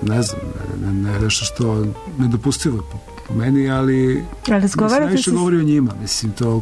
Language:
Serbian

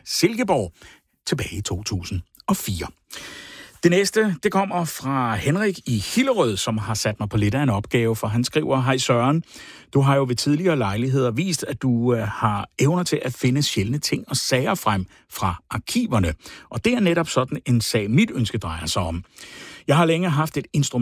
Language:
Danish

